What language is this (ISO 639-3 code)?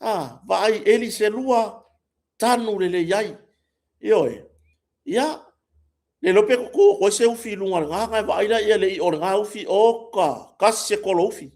smo